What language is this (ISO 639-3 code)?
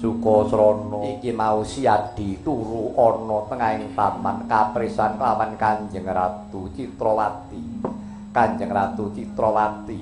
jav